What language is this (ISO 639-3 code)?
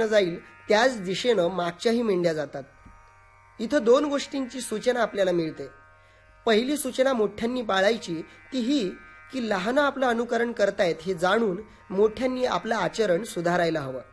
mar